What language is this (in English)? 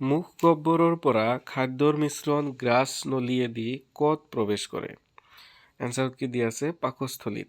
Assamese